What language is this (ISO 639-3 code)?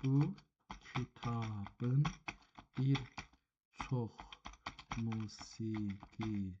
azb